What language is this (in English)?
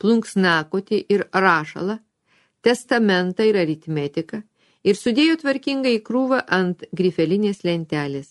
Lithuanian